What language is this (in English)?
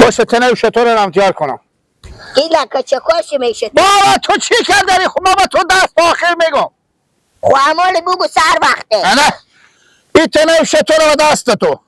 Persian